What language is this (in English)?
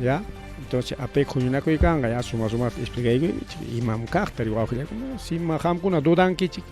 Ayacucho Quechua